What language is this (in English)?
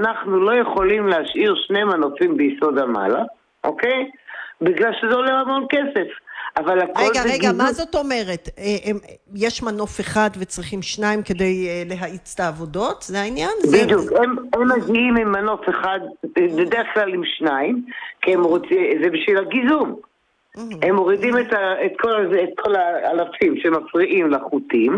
Hebrew